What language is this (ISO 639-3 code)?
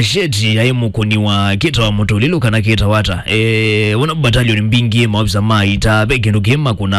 kam